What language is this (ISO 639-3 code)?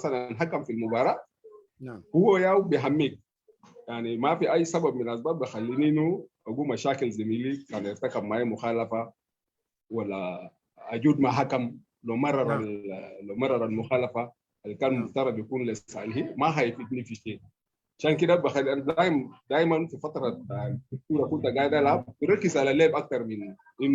apd